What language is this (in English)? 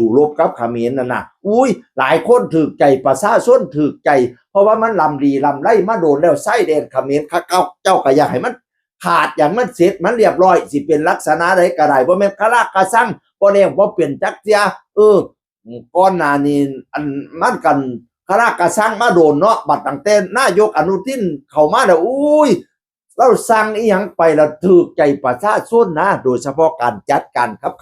Northeastern Thai